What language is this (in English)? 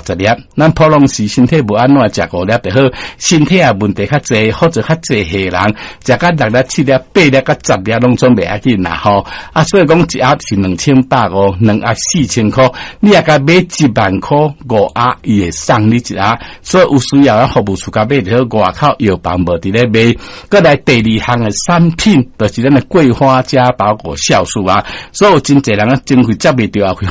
Min Nan Chinese